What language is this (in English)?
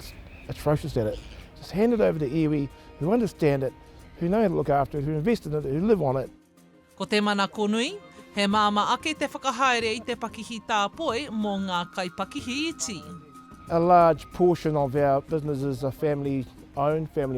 Māori